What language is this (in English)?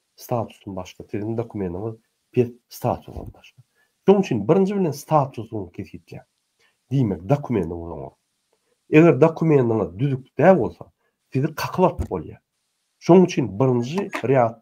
Turkmen